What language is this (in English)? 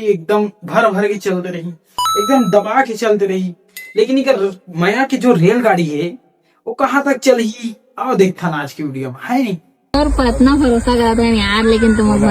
Chhattisgarhi